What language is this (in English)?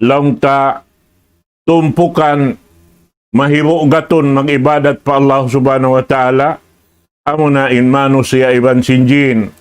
Tausug